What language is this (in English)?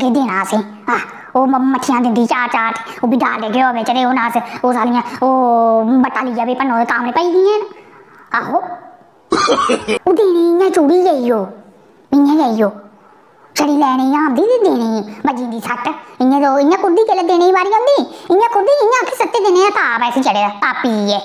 Dogri